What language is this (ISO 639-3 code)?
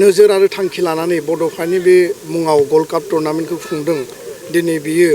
brx